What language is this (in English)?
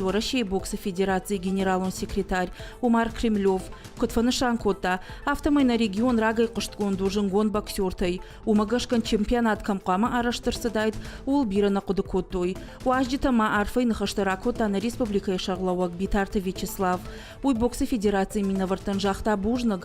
Ossetic